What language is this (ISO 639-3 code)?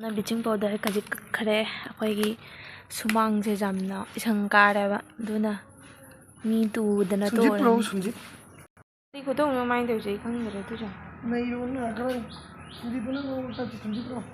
mni